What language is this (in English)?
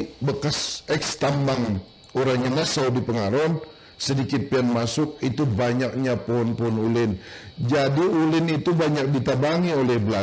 Banjar